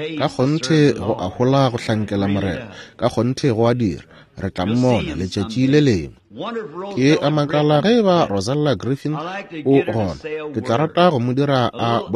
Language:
Northern Sotho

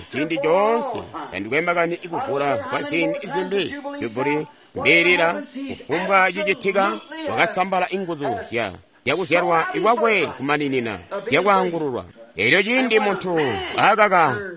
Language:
Tonga (Zambia)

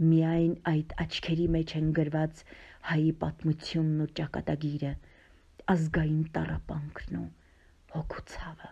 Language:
Armenian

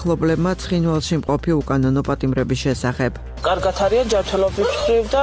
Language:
Georgian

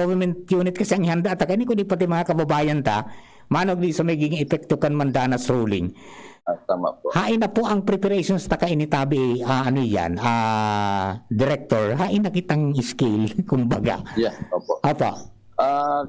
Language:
Bikol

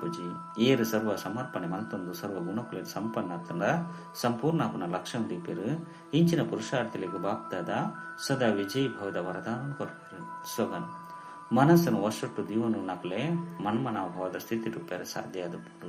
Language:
Tulu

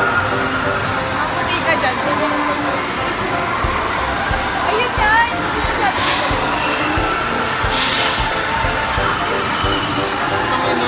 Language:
Filipino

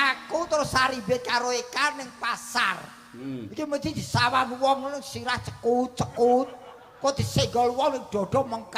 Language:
Javanese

